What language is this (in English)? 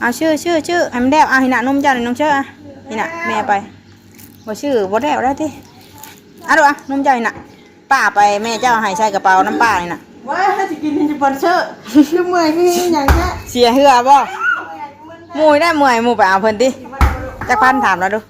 Northeastern Thai